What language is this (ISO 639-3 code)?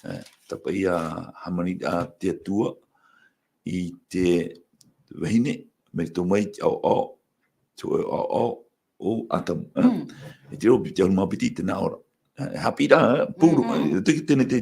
tah